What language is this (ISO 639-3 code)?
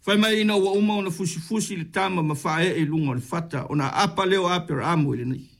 smo